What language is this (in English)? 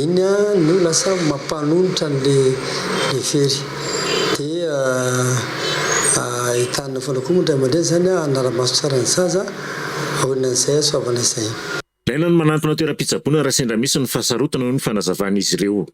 Malagasy